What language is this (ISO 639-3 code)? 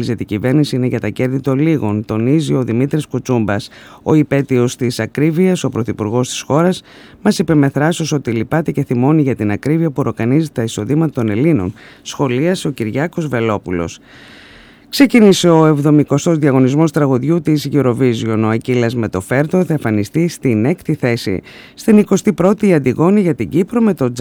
ell